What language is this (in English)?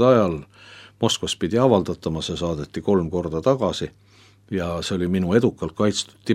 Estonian